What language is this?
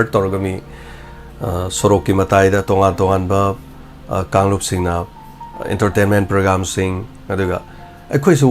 Manipuri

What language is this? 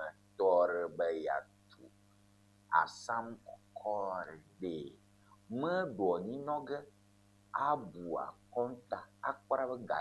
Ewe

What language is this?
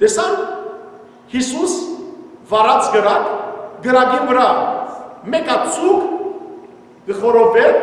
Western Armenian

